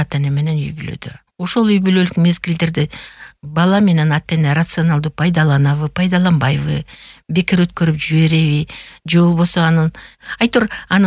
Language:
Kyrgyz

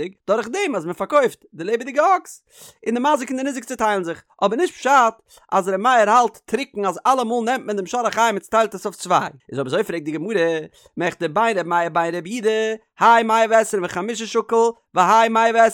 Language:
Yiddish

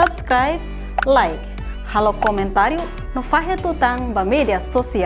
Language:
Tetum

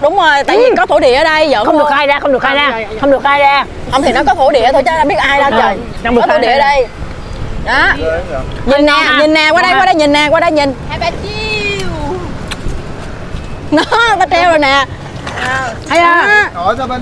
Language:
Vietnamese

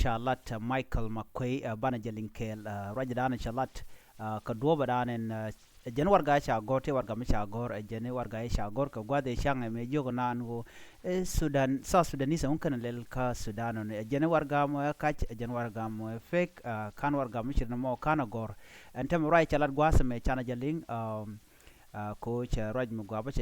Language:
Nuer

